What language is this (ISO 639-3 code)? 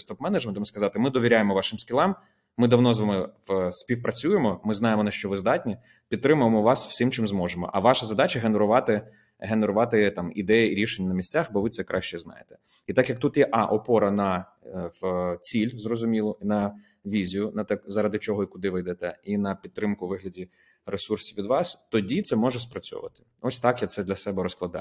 ukr